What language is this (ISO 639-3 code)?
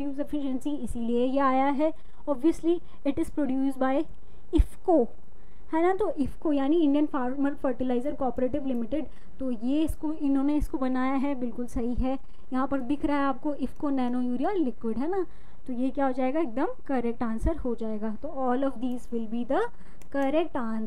hin